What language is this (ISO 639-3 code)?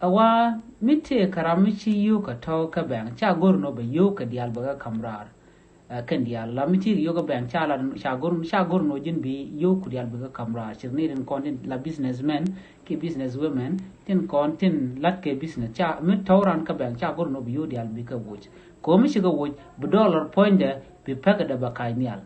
nus